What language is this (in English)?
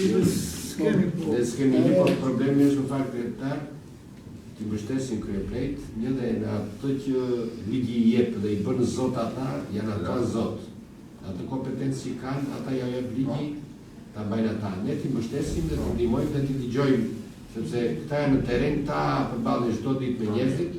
Albanian